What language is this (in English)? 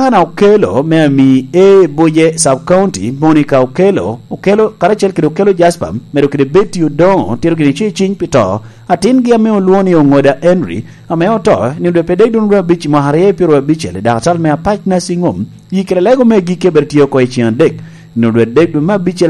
Lango (Uganda)